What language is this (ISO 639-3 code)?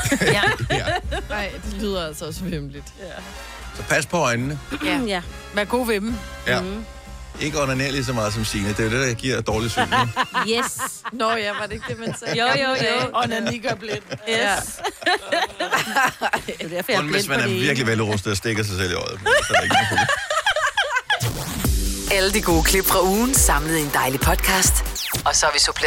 dan